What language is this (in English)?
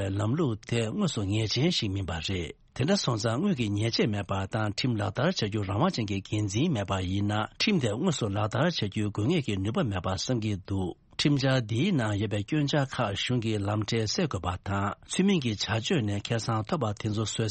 Tibetan